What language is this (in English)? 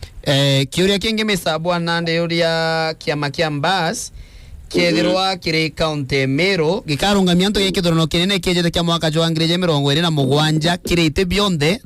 Meru